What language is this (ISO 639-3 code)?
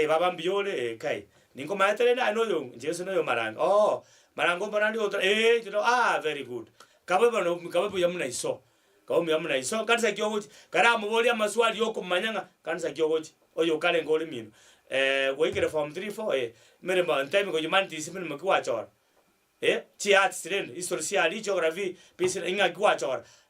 guz